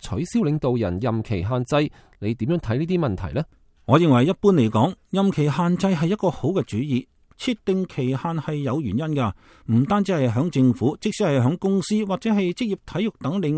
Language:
Cantonese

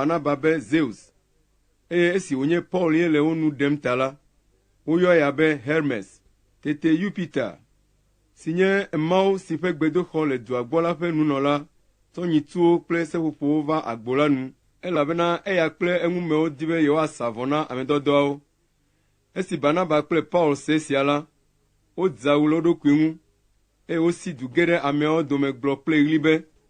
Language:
Ewe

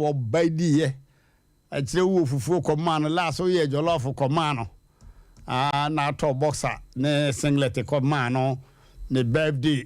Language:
Akan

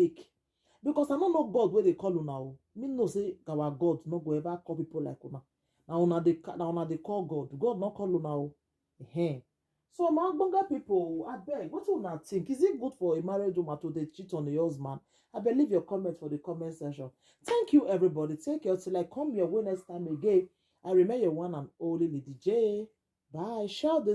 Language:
Nigerian Pidgin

